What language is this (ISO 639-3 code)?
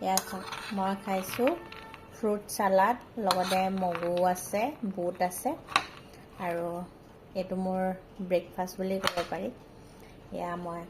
asm